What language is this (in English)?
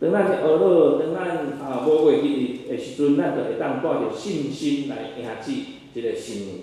Min Nan Chinese